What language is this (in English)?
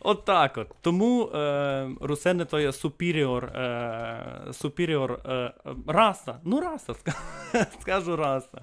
Rusyn